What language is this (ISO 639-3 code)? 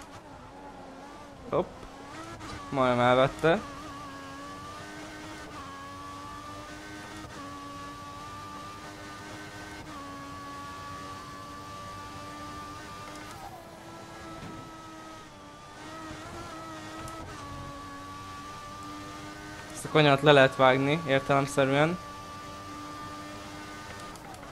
hun